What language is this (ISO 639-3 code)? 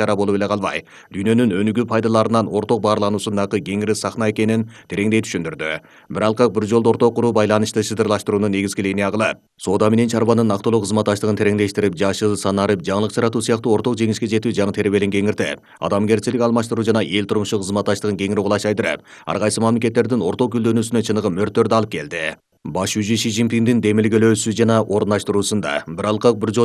kir